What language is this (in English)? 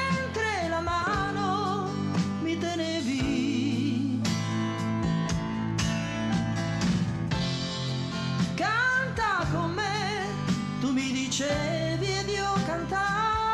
Italian